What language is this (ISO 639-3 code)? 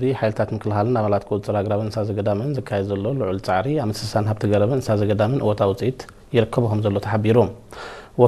tir